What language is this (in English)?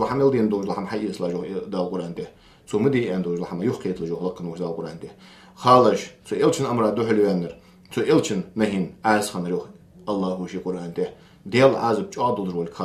Ingush